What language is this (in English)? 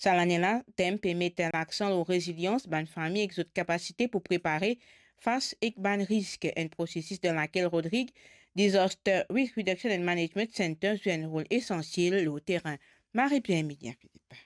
Morisyen